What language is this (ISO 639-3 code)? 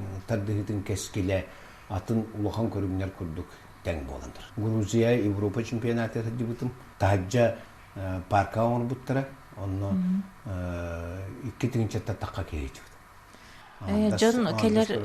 sah